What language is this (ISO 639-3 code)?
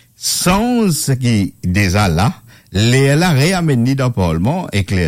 mfe